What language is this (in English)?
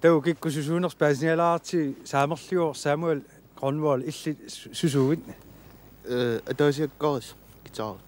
Kalaallisut